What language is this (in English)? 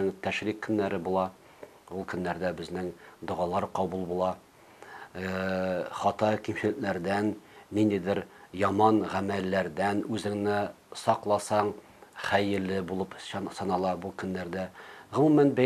Tatar